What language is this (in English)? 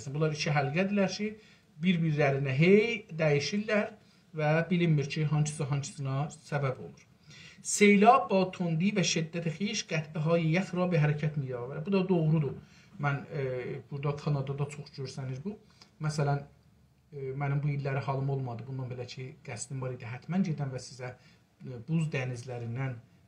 South Azerbaijani